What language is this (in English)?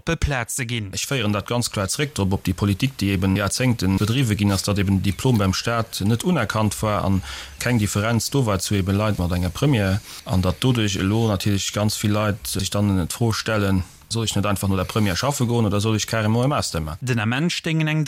Luxembourgish